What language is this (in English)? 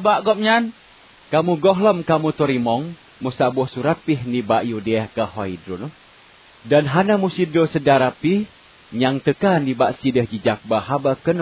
Achinese